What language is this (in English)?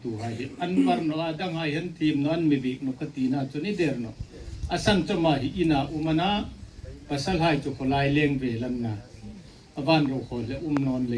Hmar